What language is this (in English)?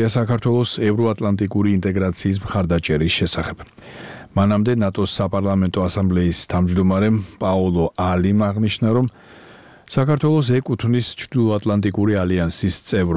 Georgian